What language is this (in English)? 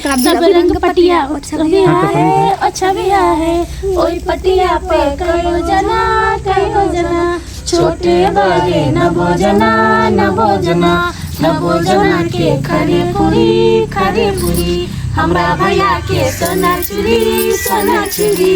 Maithili